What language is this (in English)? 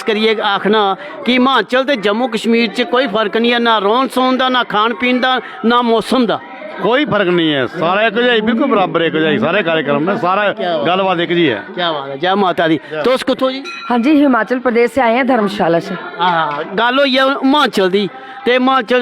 Dogri